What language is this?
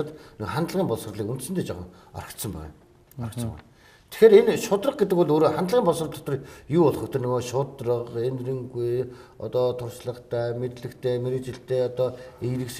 Mongolian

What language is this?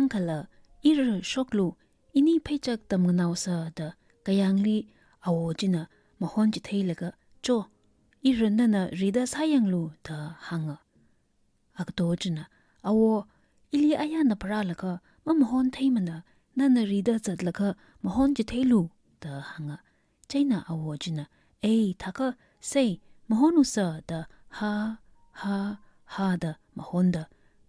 Tangkhul Naga (India)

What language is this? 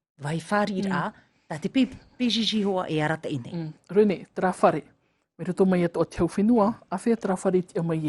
Tahitian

